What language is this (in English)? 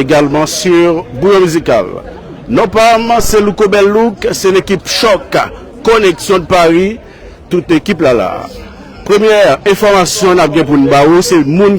Haitian Creole